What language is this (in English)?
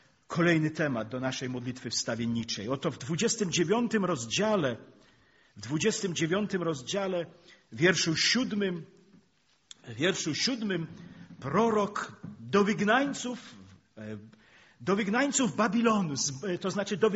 Polish